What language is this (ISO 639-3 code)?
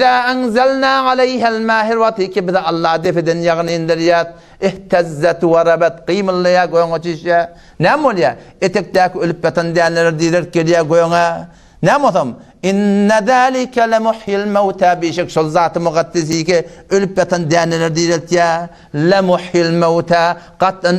tuk